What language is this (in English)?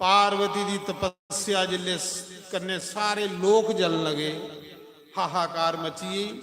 Dogri